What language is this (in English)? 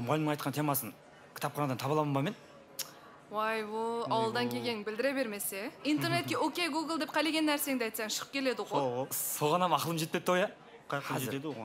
Kara-Kalpak